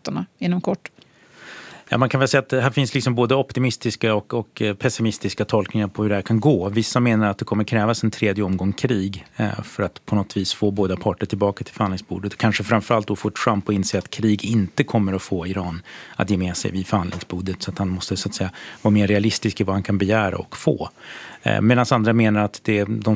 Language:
Swedish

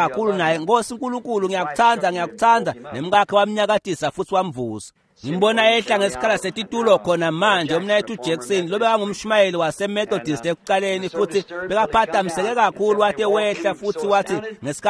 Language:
Swati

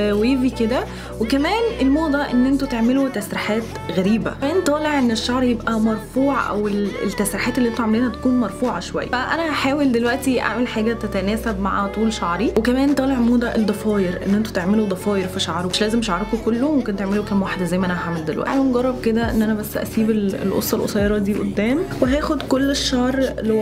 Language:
Egyptian Arabic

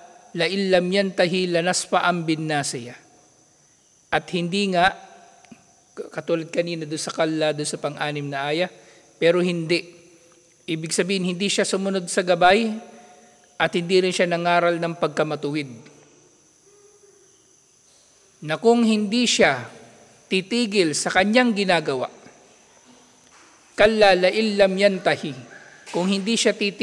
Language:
Filipino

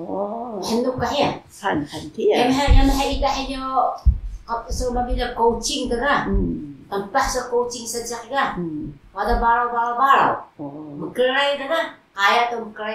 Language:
Taroko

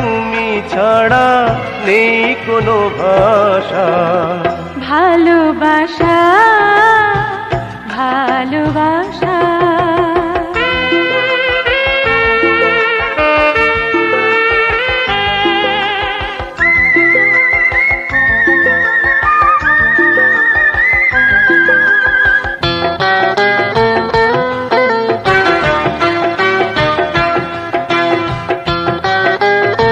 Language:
Bangla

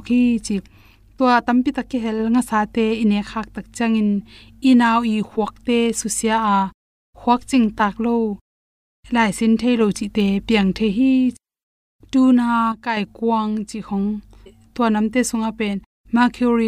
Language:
Tedim Chin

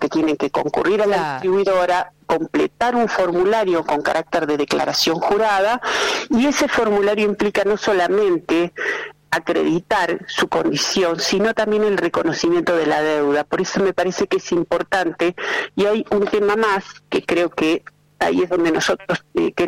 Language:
Spanish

